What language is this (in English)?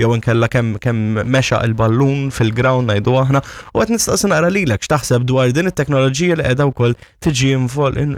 Maltese